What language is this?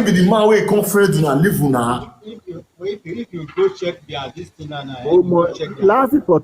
Nigerian Pidgin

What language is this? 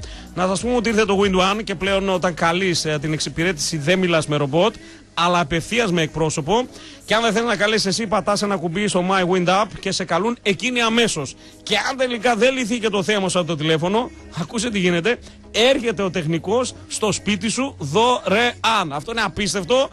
Greek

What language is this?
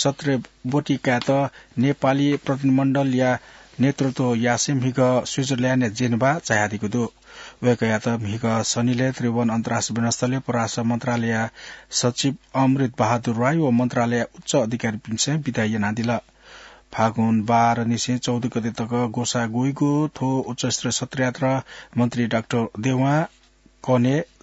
Newari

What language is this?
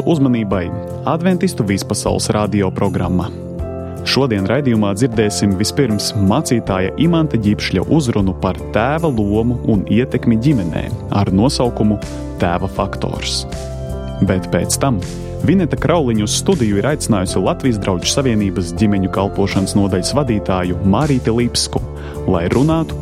Latvian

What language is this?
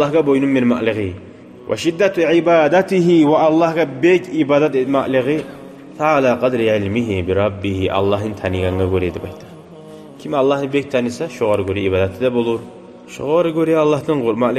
Kumyk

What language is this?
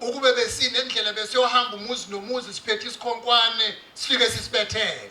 Zulu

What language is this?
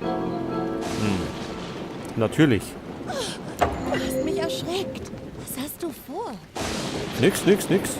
Bavarian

